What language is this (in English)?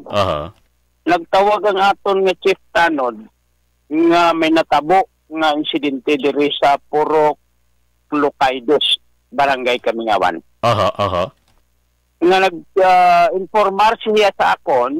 Hiligaynon